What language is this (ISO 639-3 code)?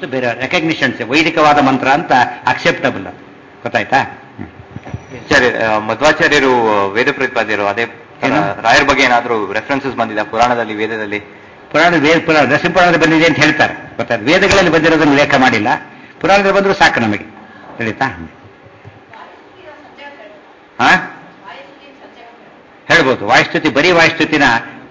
kan